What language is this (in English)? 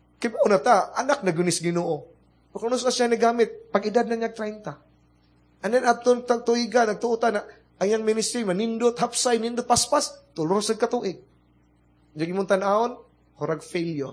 Cebuano